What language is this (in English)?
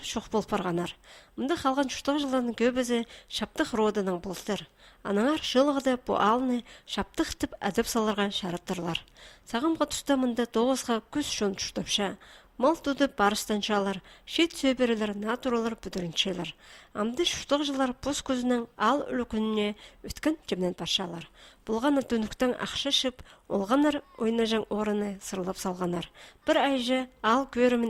Khakas